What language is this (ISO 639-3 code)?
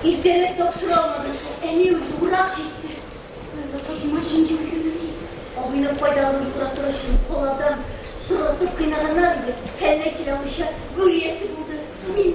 tat